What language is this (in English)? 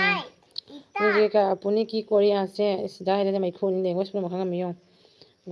Manipuri